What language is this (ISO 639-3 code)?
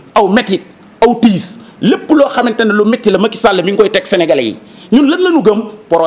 wol